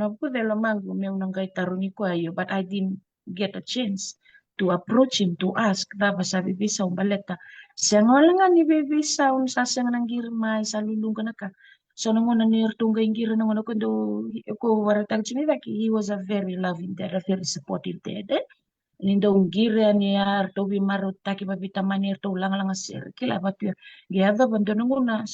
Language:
Fijian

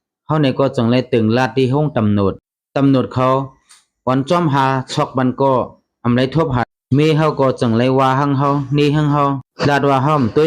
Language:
Shan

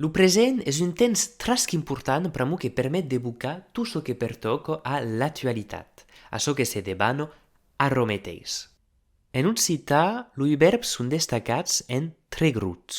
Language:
Occitan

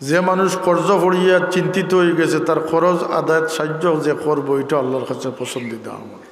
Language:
Sylheti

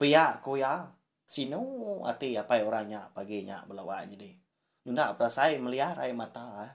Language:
Iban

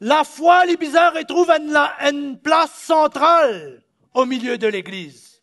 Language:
Morisyen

